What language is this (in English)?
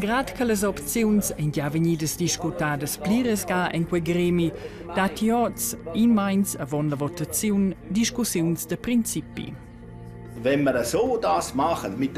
Romansh